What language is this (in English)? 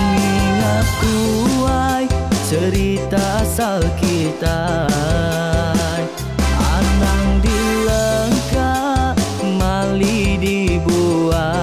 Iban